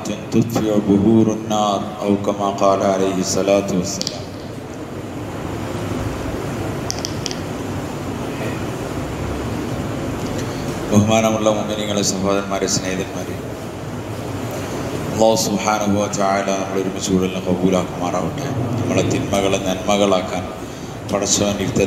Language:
Malayalam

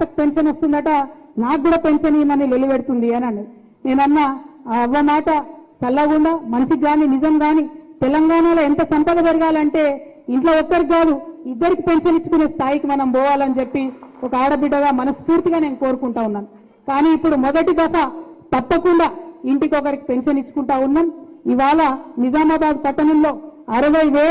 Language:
Telugu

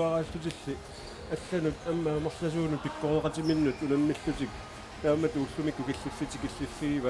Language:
Kalaallisut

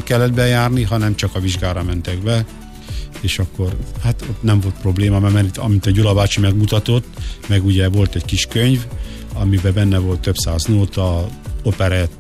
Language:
Hungarian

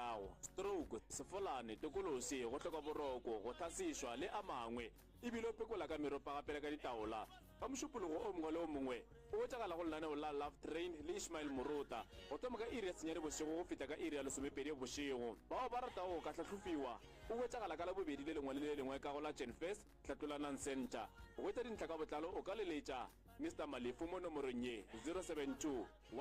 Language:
Northern Sotho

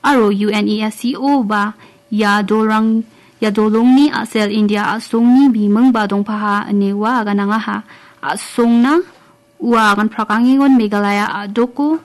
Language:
Garo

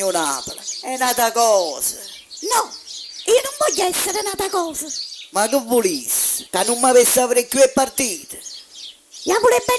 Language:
Neapolitan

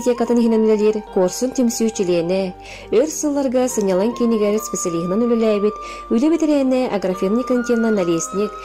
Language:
Yakut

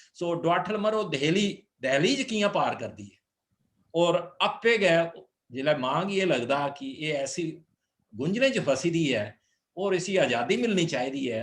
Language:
Dogri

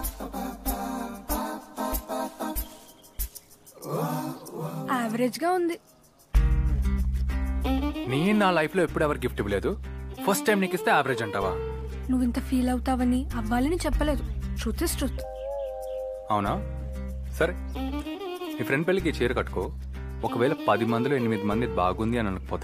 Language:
Telugu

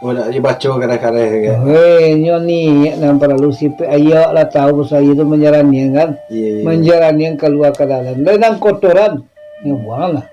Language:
Minangkabau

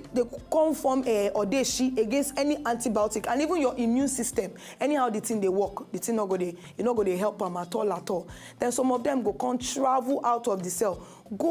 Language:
Nigerian Pidgin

